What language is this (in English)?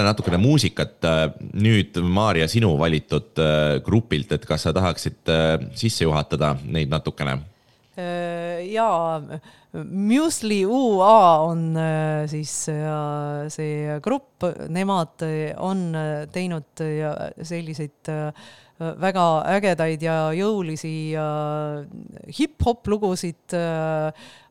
Estonian